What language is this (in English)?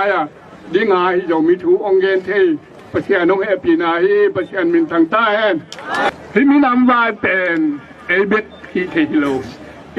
Tedim Chin